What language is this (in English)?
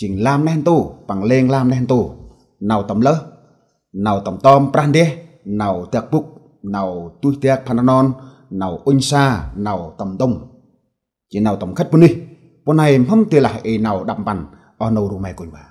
Central Mnong